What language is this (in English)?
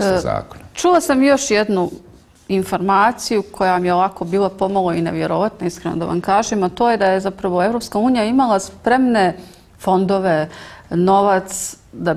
Bosnian